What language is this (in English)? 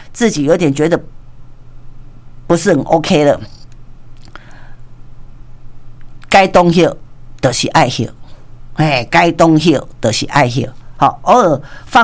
Chinese